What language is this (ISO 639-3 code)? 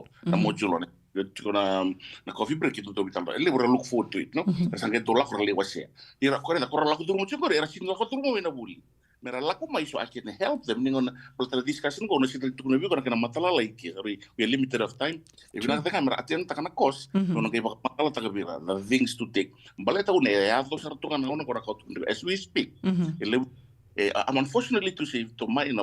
fij